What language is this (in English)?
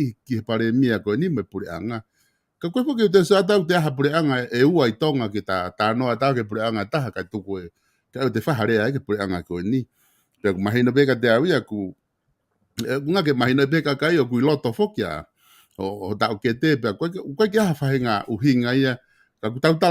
Tongan